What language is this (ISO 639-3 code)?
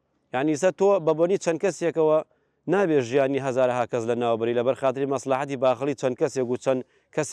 ckb